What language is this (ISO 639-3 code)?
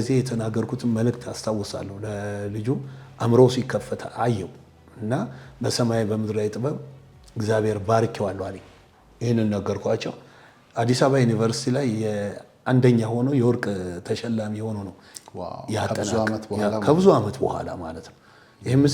amh